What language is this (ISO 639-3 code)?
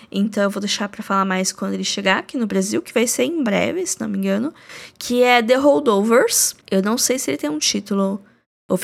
por